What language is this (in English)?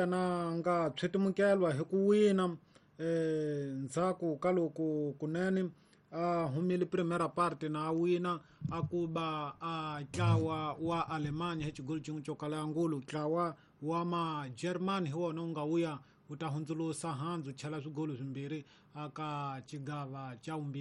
Tsonga